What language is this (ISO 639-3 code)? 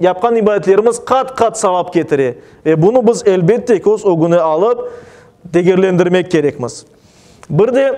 crh